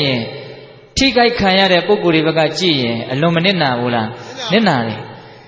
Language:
Burmese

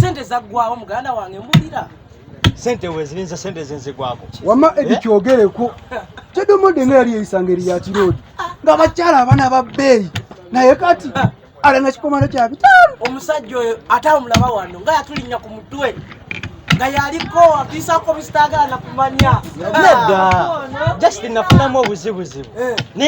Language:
Ganda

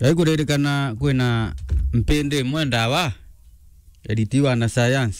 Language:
Meru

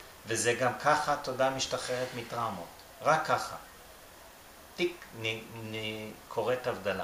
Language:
Hebrew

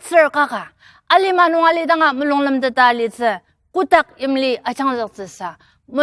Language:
Ao Naga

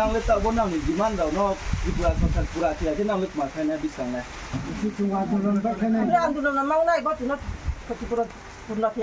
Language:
Riang (India)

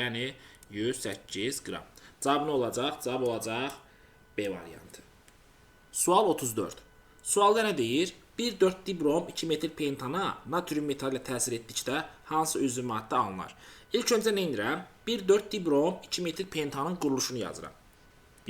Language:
Azerbaijani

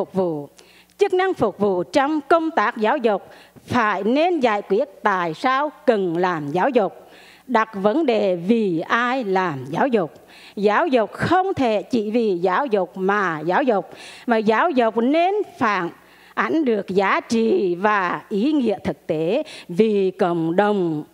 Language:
Vietnamese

